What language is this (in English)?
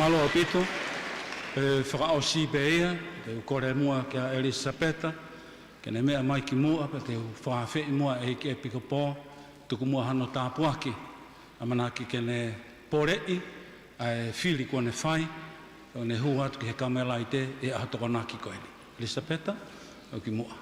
Tongan